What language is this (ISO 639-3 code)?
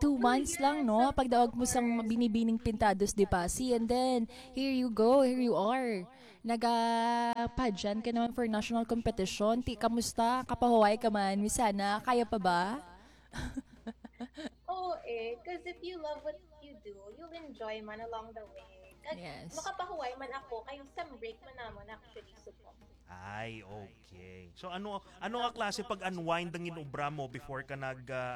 hil